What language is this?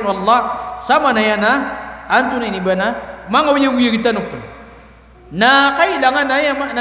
Maranao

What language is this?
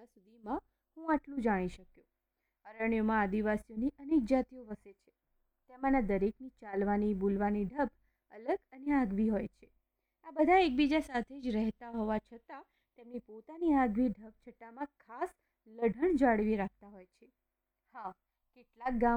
Gujarati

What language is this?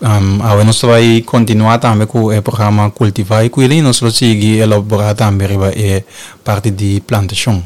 Papiamento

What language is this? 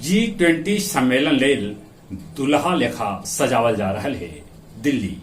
Magahi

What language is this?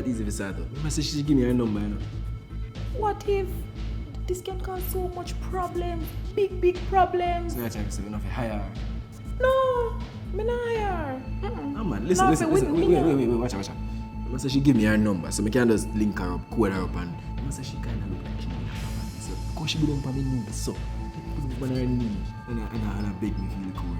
Jamaican Creole English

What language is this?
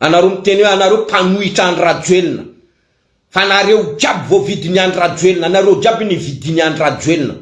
Malagasy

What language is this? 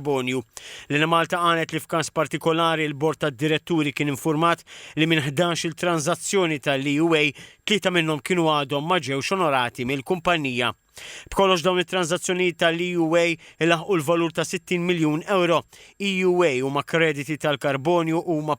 Maltese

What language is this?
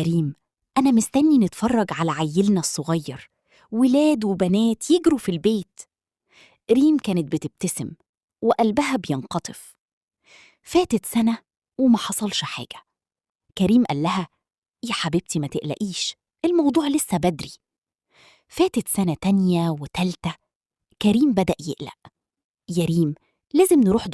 Egyptian Arabic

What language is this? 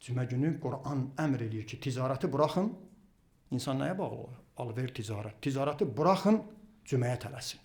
Azerbaijani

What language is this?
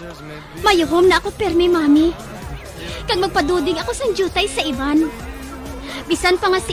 Hiligaynon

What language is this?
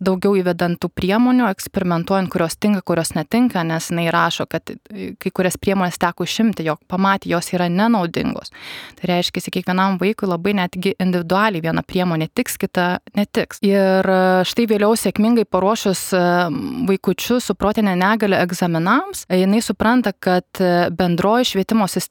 Lithuanian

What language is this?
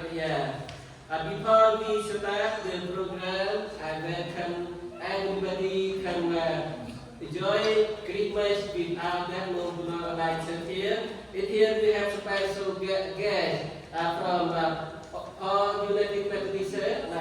Central Mnong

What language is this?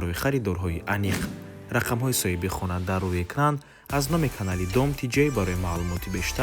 Tajik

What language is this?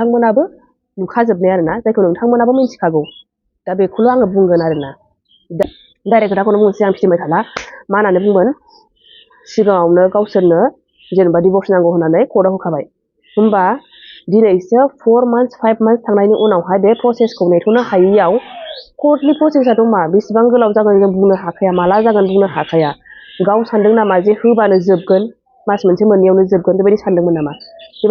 Bodo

